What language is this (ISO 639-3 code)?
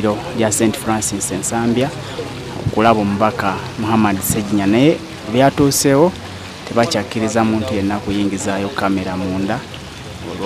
lug